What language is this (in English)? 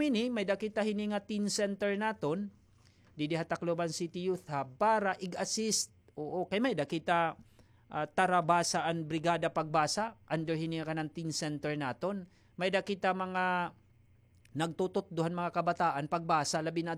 Waray